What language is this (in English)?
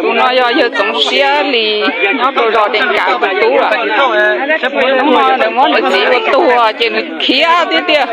Hmong